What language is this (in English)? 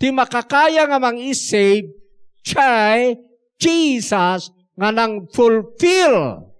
Iloko